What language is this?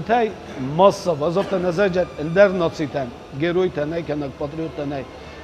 Ossetic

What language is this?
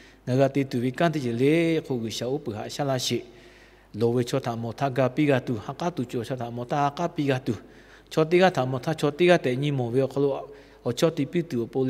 Lahu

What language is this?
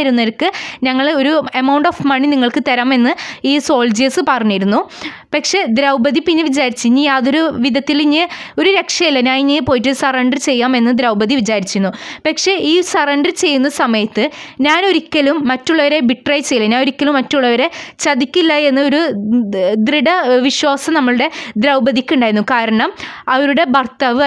Malayalam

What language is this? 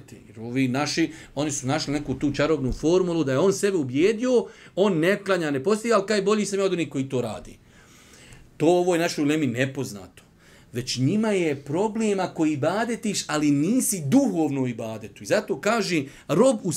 Bosnian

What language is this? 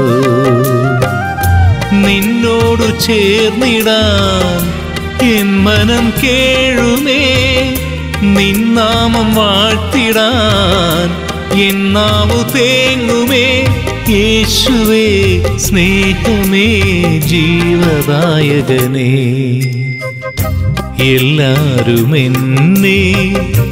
Malayalam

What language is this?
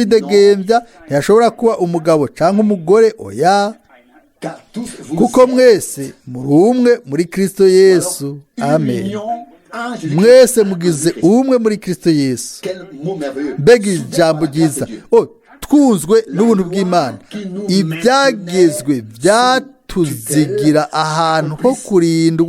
Rundi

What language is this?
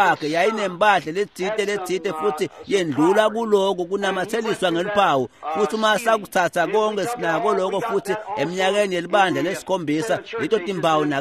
Swati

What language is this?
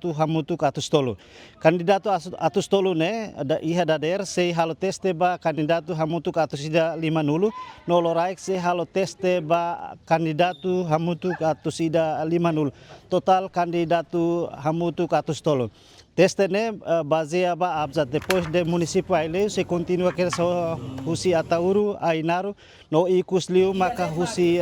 Tetum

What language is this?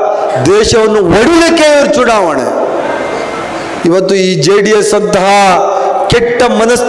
Kannada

